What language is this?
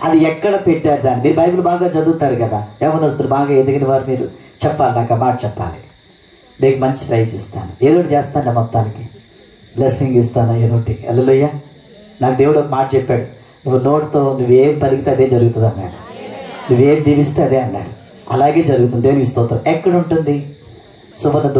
Telugu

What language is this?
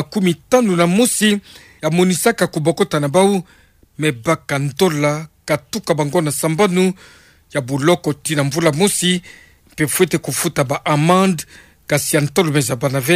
Kituba (Democratic Republic of Congo)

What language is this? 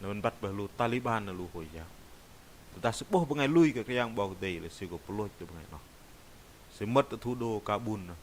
Bahnar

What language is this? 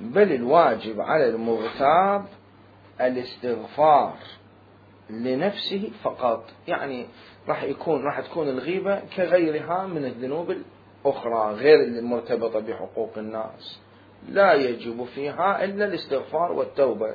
Mesopotamian Arabic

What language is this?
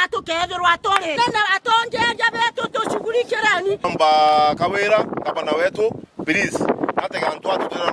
Meru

